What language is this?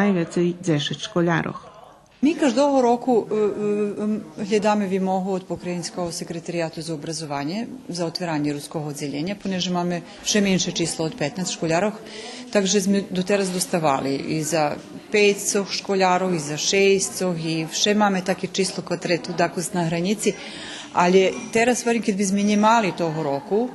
Rusyn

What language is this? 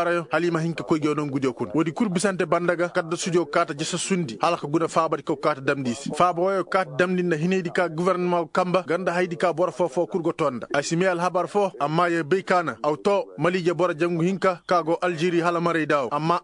Koyraboro Senni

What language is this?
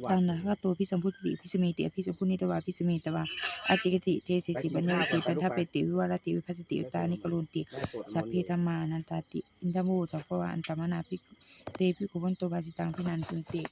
Pali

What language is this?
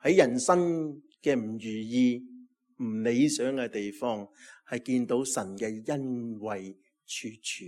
Cantonese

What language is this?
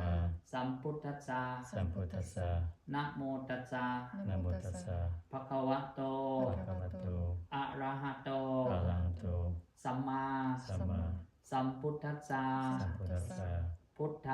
Pali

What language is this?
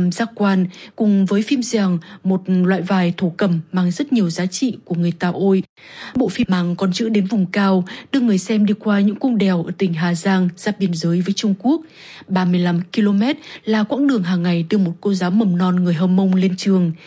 Vietnamese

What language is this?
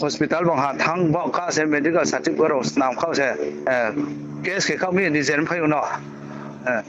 Riang (India)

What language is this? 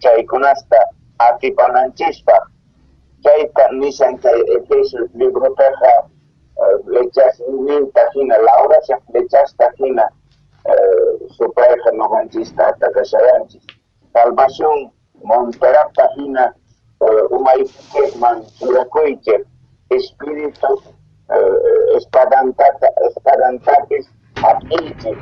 South Bolivian Quechua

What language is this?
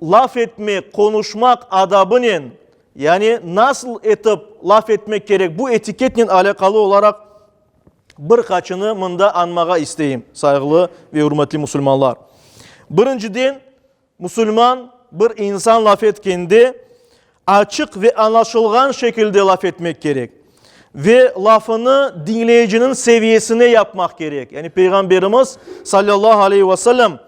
Crimean Tatar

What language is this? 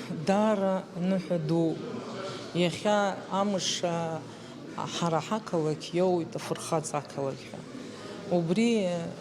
Abkhazian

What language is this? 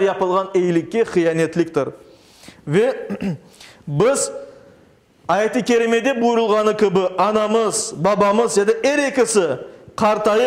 Crimean Tatar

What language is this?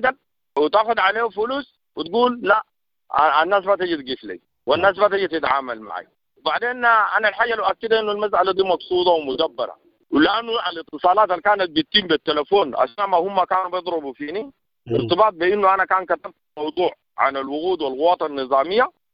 Sudanese Arabic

